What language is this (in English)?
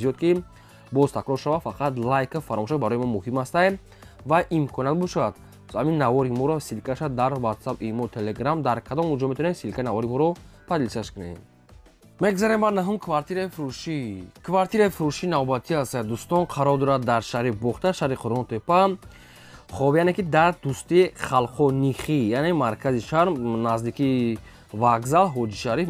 Tajik